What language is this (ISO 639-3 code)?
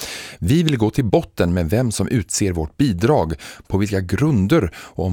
swe